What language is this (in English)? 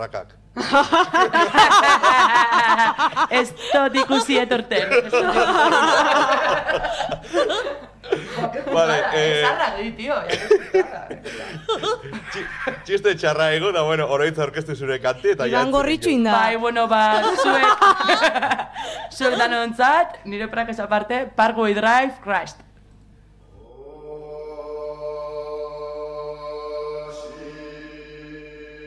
Basque